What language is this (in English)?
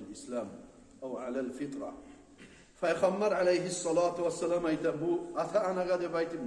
Kumyk